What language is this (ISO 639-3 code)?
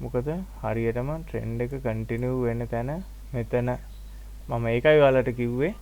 sin